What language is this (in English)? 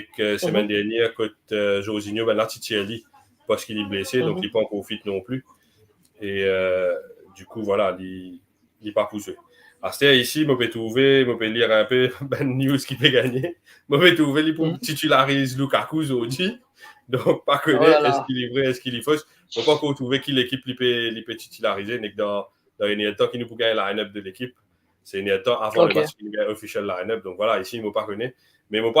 Morisyen